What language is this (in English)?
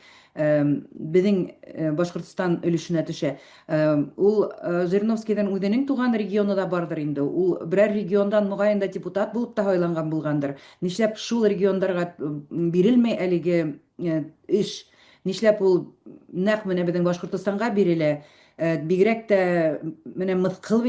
Bashkir